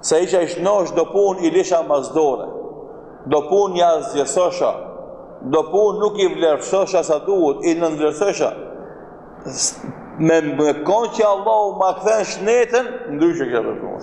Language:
Albanian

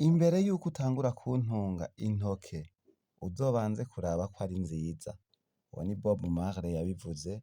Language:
Rundi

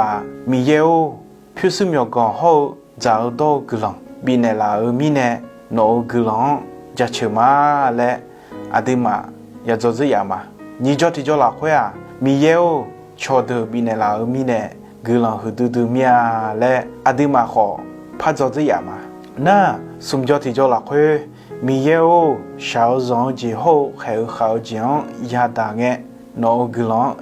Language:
Akha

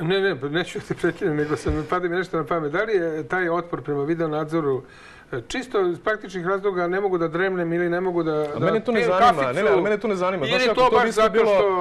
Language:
Serbian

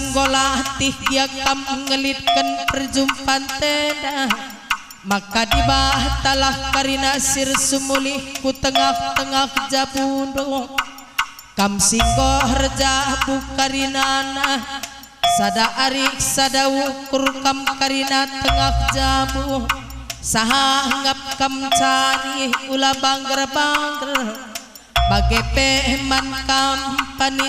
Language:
Batak Karo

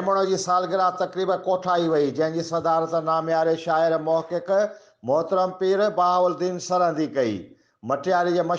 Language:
Sindhi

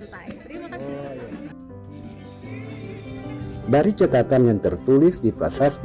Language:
Indonesian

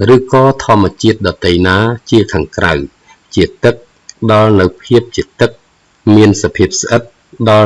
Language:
Khmer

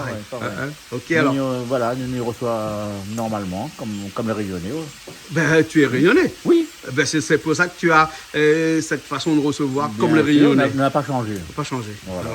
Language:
Réunion Creole French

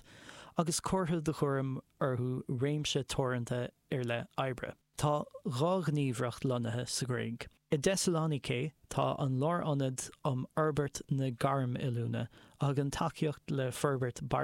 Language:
Irish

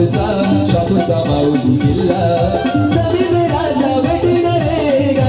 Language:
Marathi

